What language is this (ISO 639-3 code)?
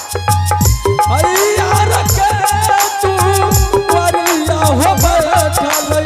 anp